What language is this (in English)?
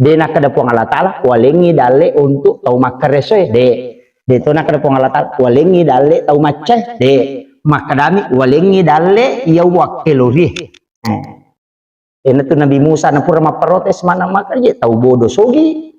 Buginese